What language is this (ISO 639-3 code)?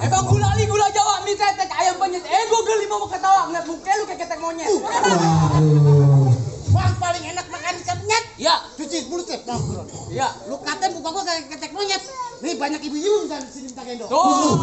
bew